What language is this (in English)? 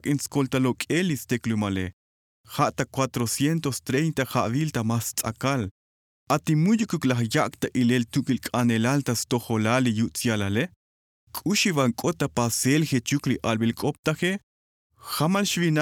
Tzotzil